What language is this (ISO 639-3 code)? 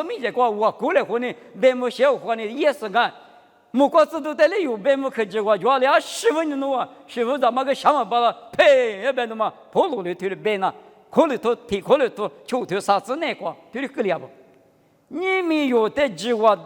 lis